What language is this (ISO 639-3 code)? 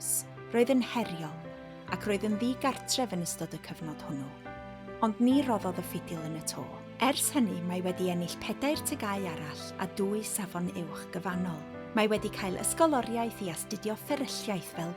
cym